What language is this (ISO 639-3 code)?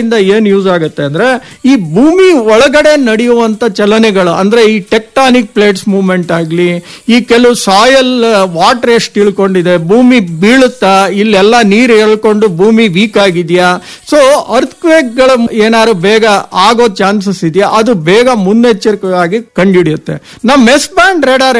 kan